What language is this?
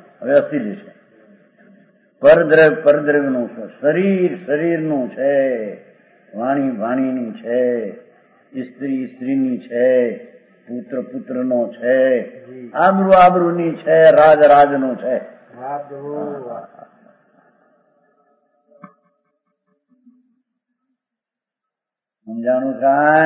Gujarati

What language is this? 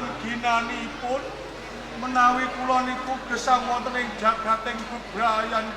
Javanese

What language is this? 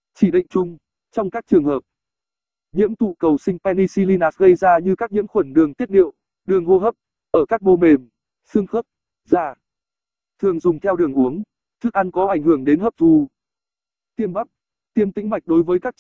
Vietnamese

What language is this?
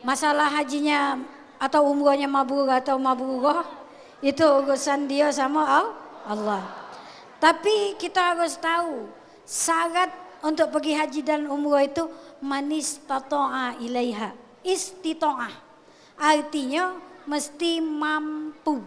Musi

